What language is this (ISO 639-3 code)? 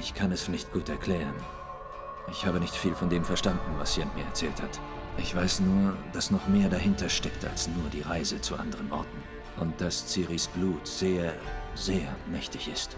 gsw